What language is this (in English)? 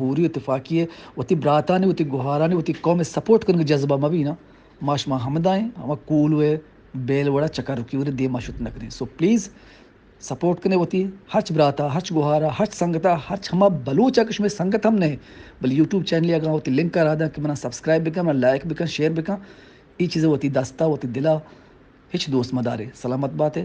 Eastern Balochi